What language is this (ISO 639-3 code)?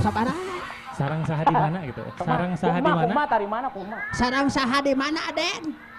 sun